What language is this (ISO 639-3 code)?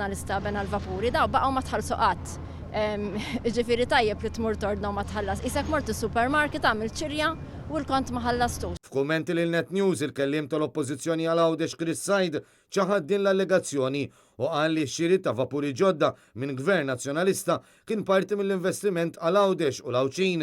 mlt